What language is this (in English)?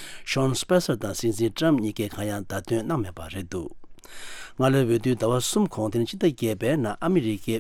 Tibetan